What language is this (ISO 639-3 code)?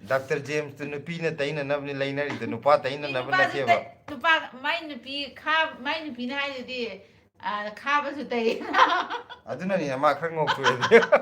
mni